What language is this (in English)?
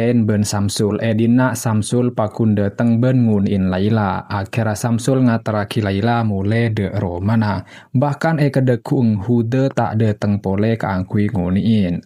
Madurese